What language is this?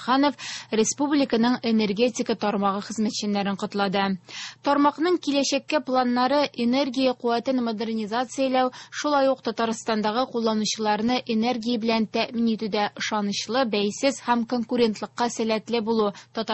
Tatar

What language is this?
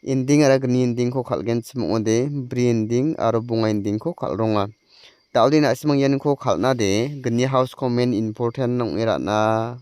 Garo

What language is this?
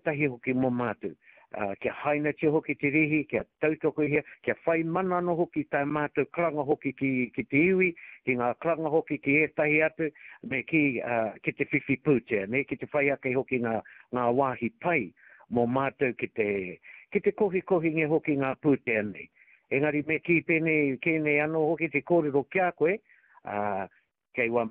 Māori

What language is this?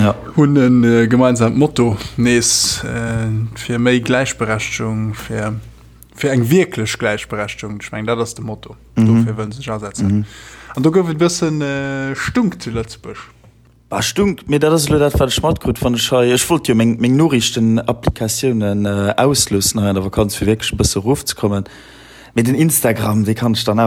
Luxembourgish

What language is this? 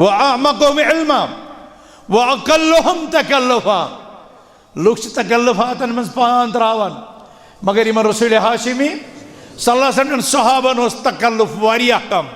Kashmiri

